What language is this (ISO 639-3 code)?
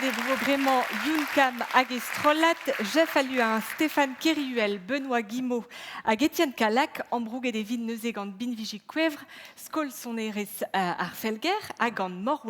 bre